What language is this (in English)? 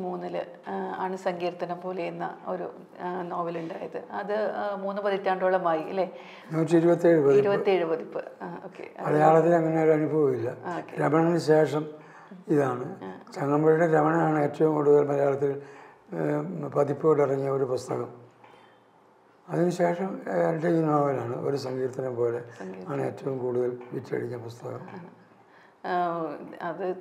Malayalam